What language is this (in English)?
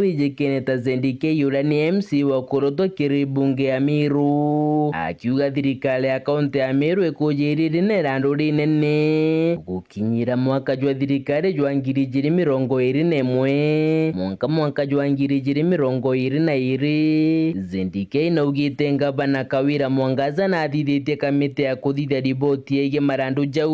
Meru